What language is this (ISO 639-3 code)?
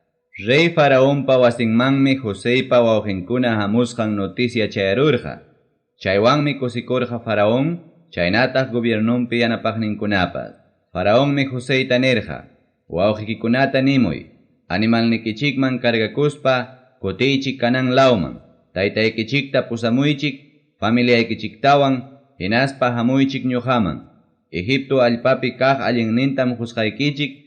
quy